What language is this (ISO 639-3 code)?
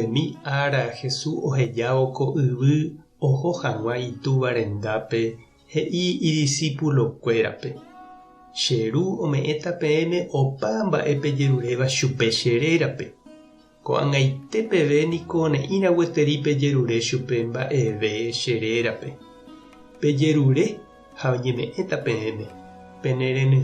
grn